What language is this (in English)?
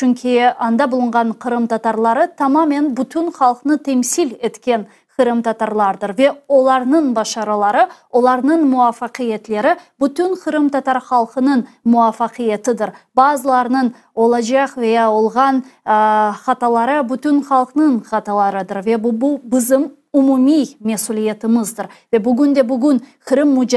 Crimean Tatar